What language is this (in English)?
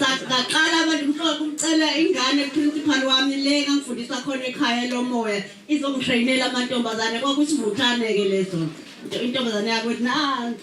Zulu